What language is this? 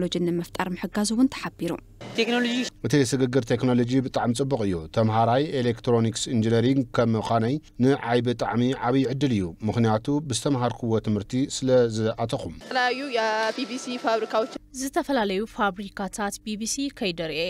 Tigrinya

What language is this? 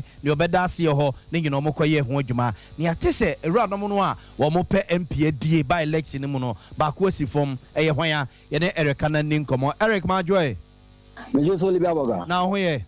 Akan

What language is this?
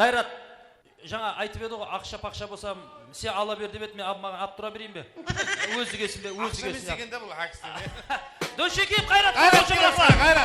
Kara-Kalpak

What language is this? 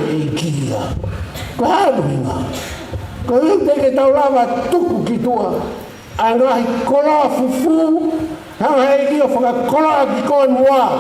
Tongan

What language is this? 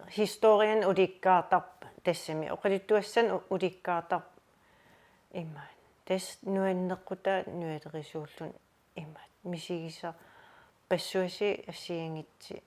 Kalaallisut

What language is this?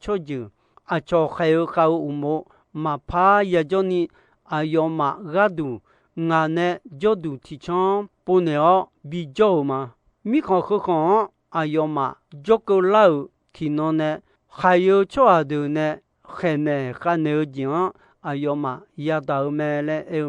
Akha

